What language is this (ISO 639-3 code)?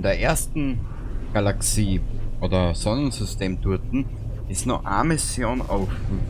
bar